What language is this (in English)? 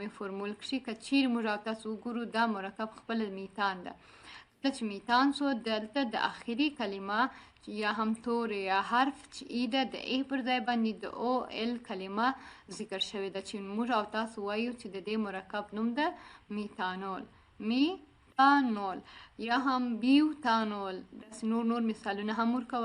Pashto